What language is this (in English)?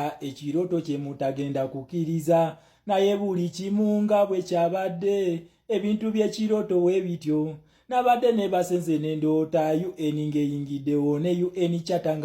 Ganda